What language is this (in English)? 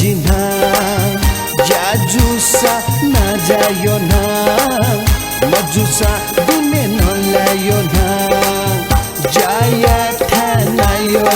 Newari